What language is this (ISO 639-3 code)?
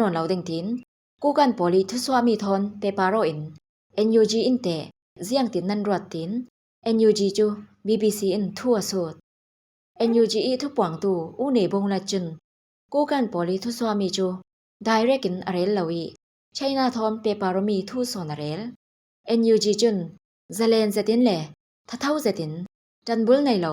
cfm